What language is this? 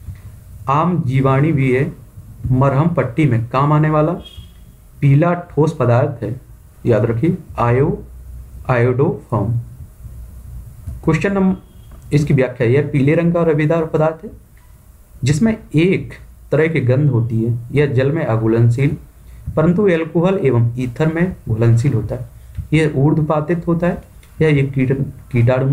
Hindi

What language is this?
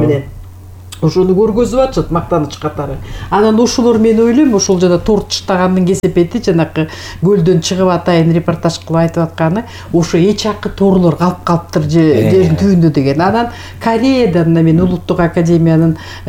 Kyrgyz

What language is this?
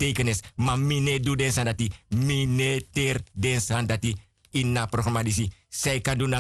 Sranan Tongo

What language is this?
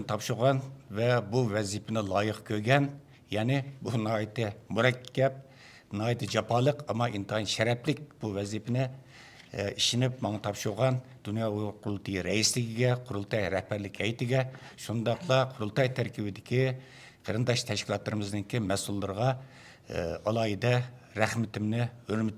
Uyghur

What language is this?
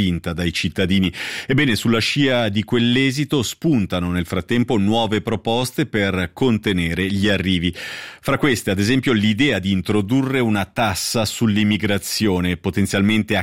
Italian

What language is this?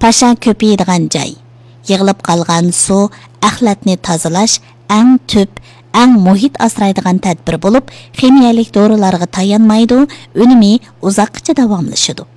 Uyghur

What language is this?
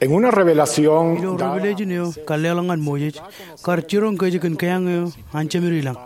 Marshallese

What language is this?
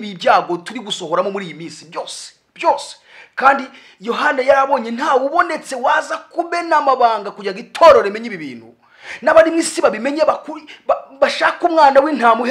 Kinyarwanda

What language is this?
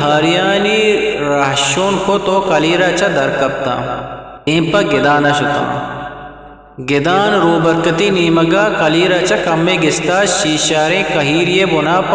Eastern Balochi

